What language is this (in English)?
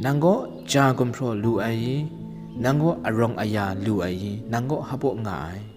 Kachin